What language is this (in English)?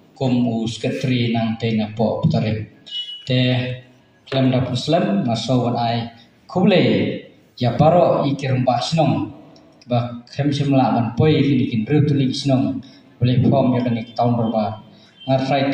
Khasi